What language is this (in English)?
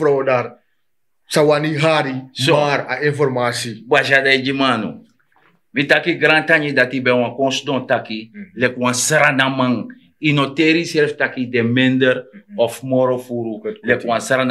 Sranan Tongo